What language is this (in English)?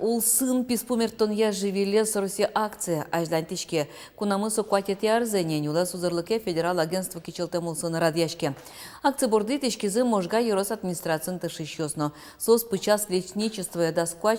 Udmurt